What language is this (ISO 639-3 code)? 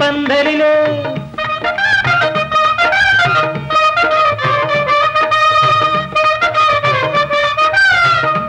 mal